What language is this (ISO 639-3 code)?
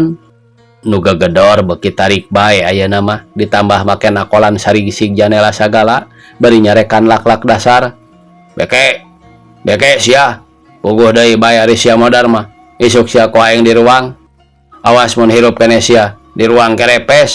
sun